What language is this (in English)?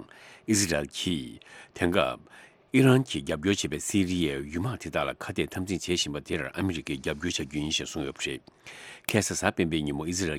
Tibetan